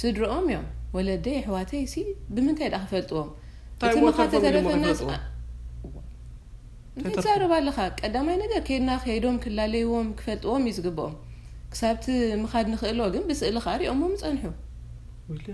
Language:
Tigrinya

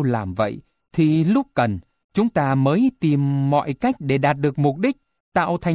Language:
Vietnamese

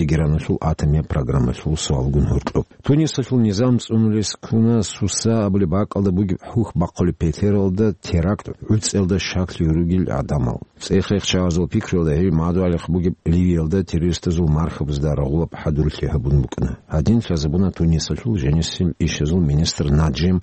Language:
Avaric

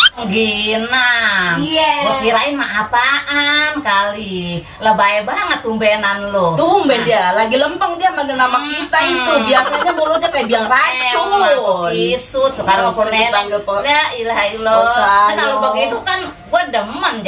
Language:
Betawi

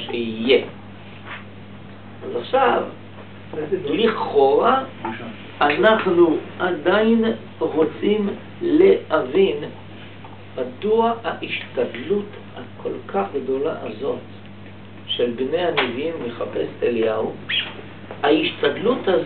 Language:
Hebrew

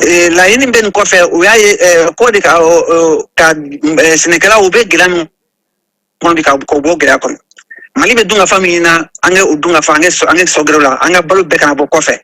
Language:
Bambara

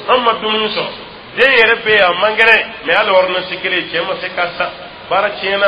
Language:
Dyula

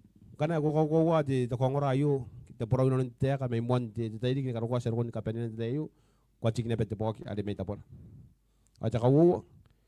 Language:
Gilbertese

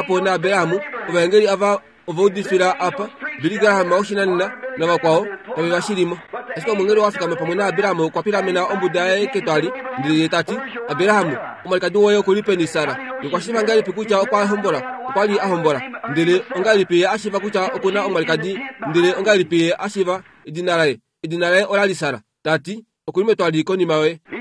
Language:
Kuanyama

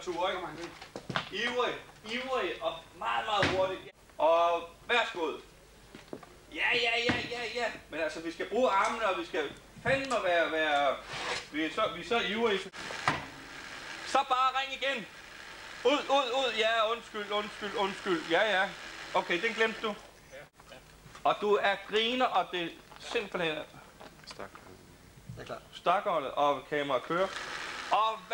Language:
Danish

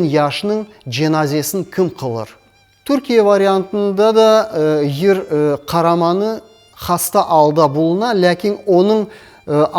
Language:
Crimean Tatar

